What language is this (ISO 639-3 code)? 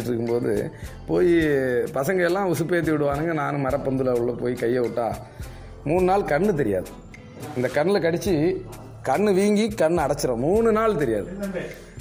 tam